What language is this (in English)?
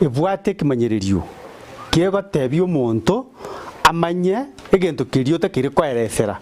Gusii